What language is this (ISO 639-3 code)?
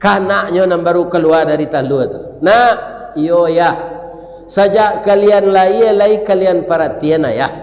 min